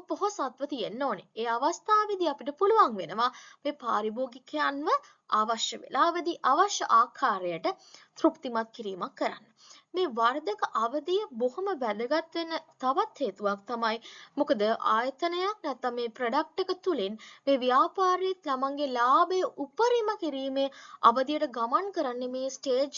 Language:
Sinhala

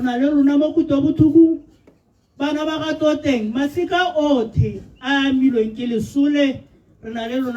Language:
Tswana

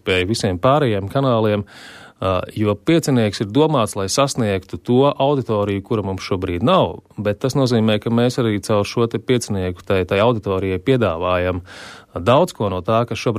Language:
Latvian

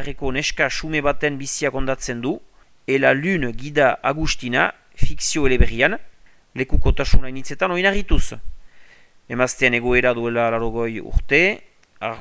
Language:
Basque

